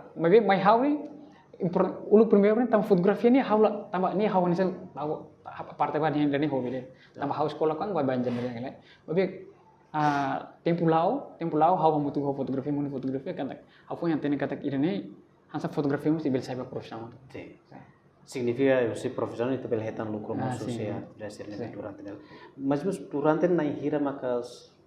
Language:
Tetum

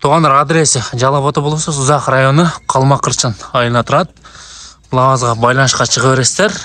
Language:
Kyrgyz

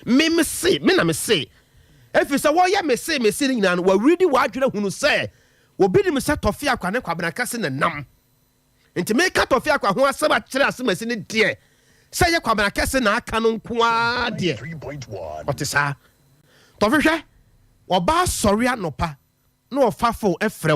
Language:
Akan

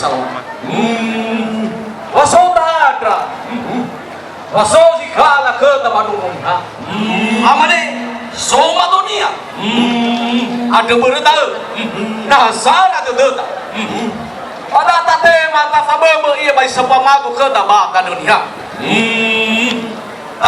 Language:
Nias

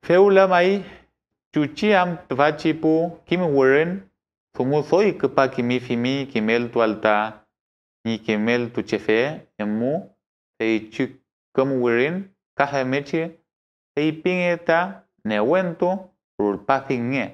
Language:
Mapuche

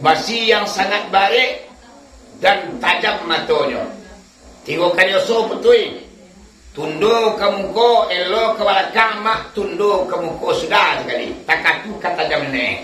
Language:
Minangkabau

